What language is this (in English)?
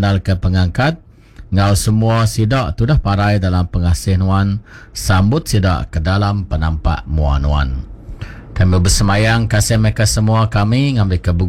Iban